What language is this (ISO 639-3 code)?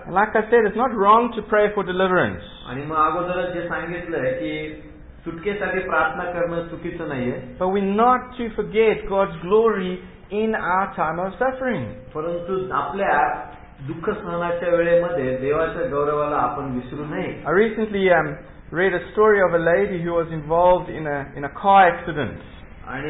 mar